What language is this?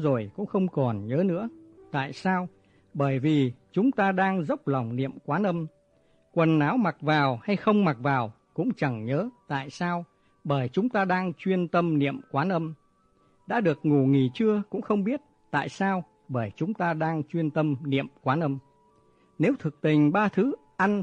Vietnamese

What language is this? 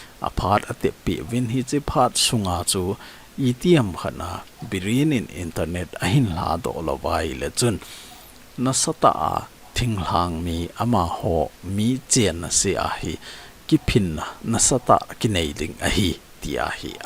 Thado Chin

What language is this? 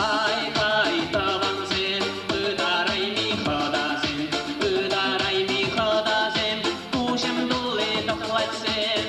Chuvash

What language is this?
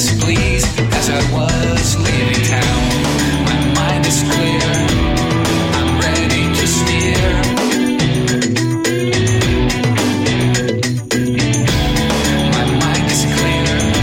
English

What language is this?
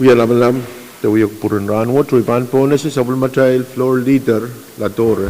Pohnpeian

